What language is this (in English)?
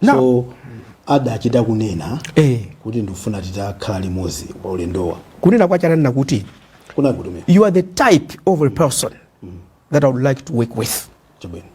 Nyanja